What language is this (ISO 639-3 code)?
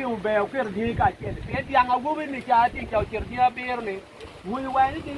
ach